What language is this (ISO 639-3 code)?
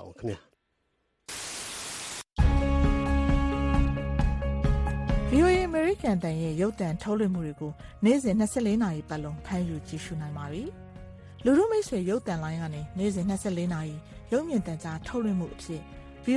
mya